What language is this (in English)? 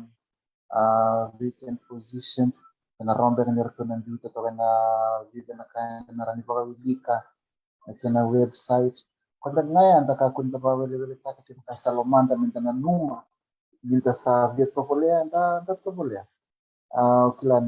Fijian